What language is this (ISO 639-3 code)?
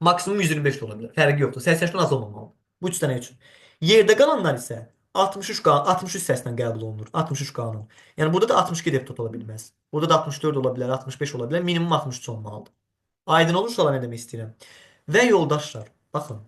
aze